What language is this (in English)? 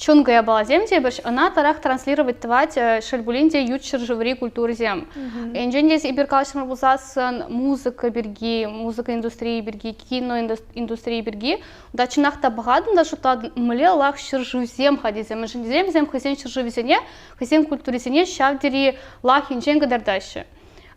Chuvash